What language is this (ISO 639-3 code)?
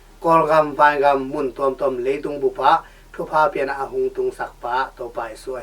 ctd